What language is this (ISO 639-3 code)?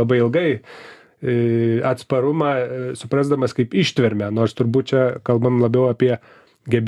lit